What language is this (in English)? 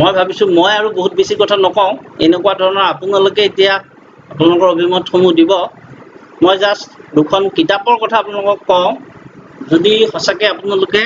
Assamese